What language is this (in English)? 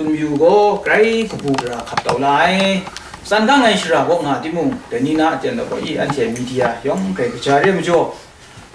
Kachin